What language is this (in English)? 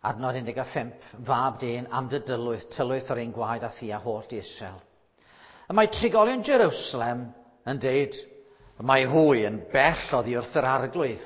Welsh